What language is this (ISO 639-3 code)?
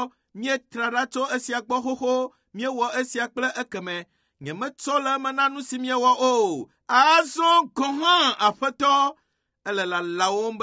ewe